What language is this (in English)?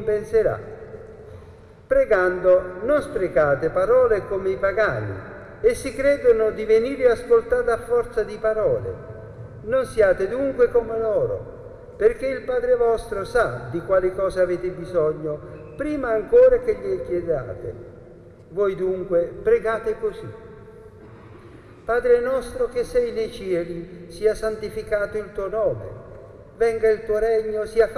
Italian